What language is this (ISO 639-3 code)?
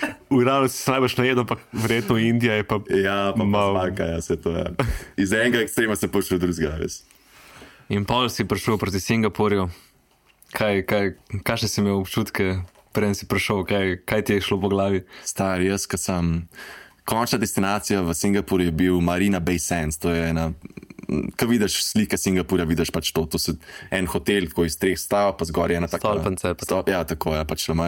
slv